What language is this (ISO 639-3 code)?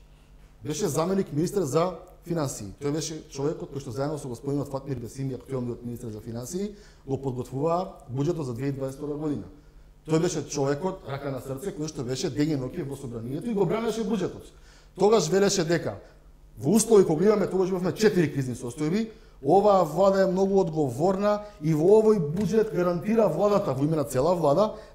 mkd